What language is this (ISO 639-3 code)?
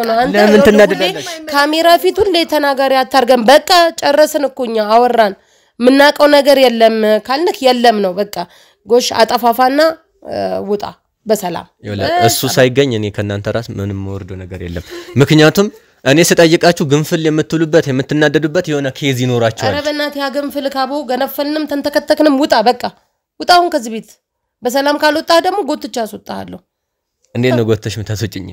amh